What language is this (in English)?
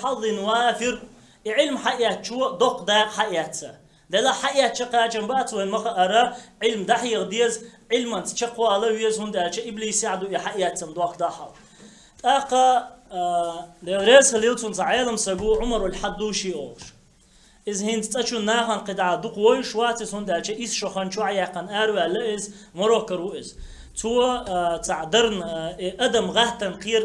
Chechen